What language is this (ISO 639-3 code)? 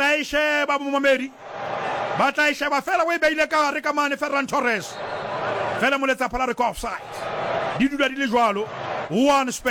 sot